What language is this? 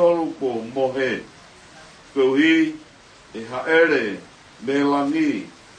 Tongan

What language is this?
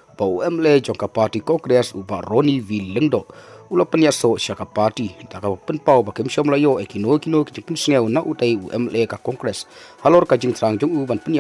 Khasi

